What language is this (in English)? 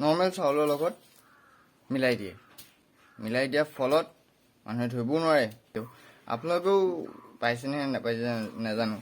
Assamese